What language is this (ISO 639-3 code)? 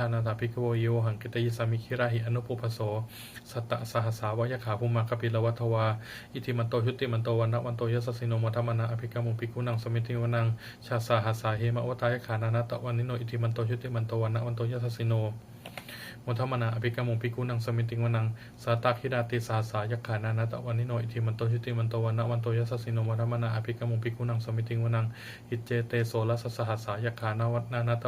pli